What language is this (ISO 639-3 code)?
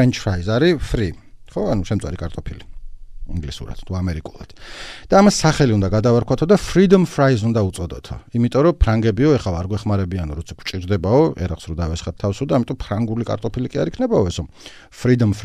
kat